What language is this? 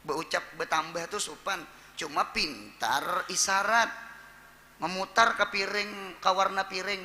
Banjar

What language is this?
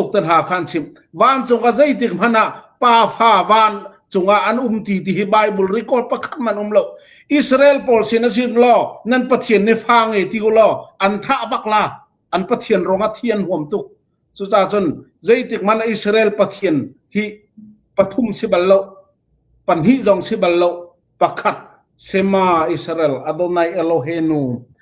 Hakha Chin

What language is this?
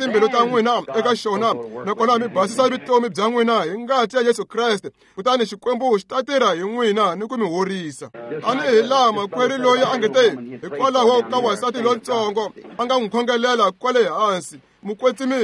Tsonga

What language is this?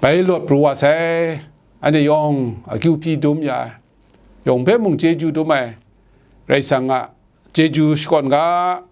Kachin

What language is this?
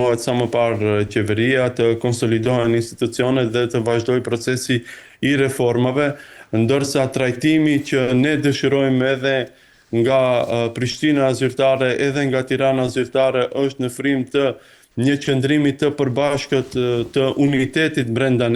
Albanian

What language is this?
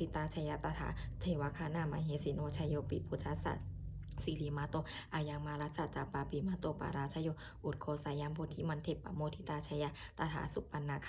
Pali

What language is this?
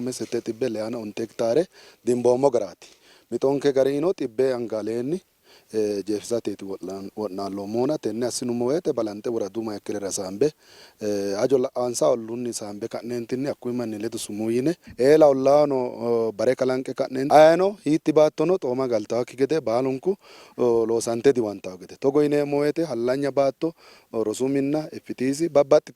Sidamo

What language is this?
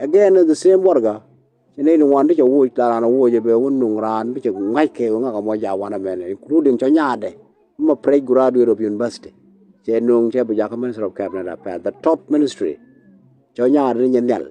Nuer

